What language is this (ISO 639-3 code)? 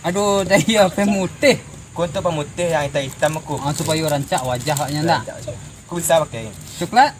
min